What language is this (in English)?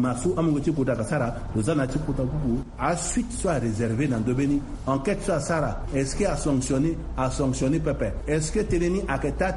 Sango